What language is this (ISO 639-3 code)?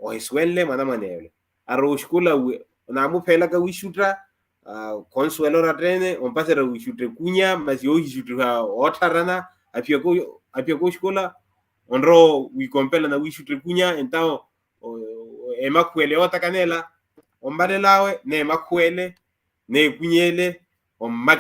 vmw